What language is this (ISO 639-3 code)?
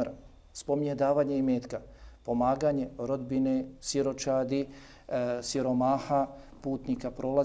bos